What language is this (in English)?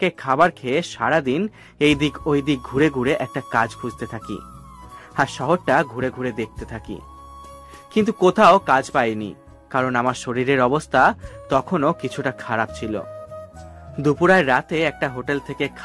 Bangla